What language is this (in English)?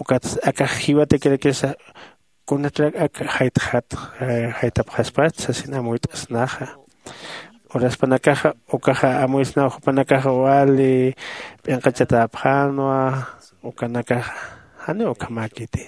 Aymara